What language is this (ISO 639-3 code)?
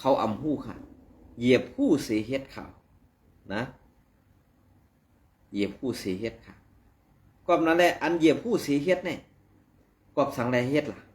shn